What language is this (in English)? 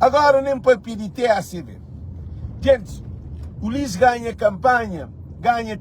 Kabuverdianu